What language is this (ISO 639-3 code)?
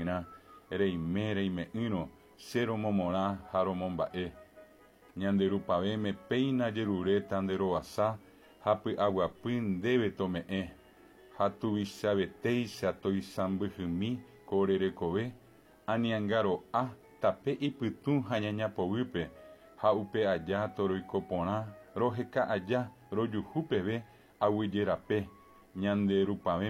grn